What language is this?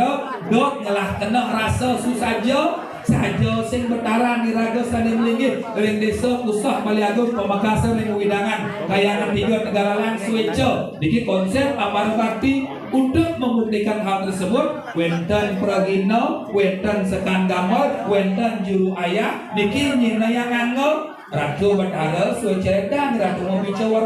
Balinese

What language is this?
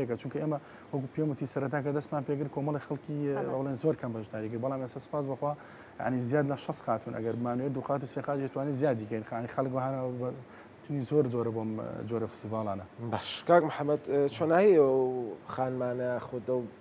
Central Kurdish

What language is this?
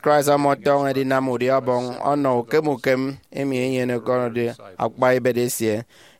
Efik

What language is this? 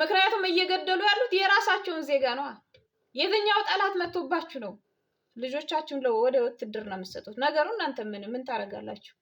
Amharic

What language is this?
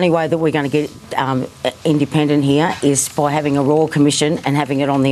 Macedonian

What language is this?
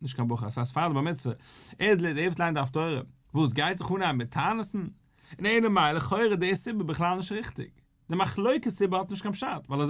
Yiddish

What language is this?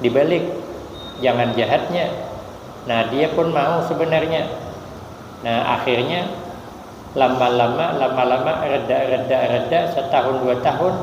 Banjar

